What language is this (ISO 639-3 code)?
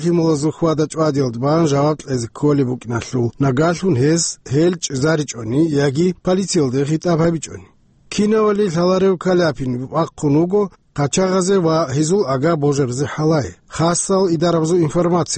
ava